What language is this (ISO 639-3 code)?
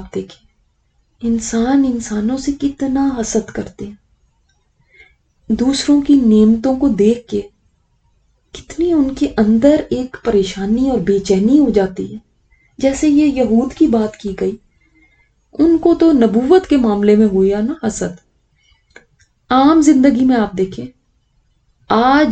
urd